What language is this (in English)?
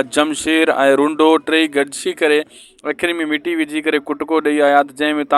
Sindhi